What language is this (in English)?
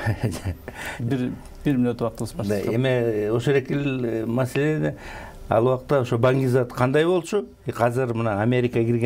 Kyrgyz